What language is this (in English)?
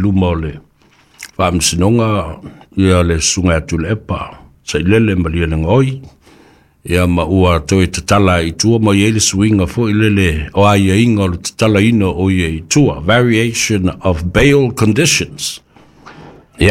Samoan